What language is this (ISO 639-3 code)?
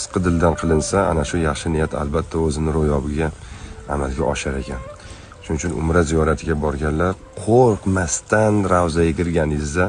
uzb